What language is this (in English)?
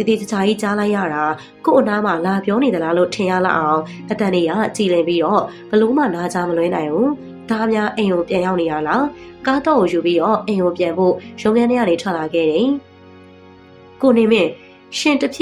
Burmese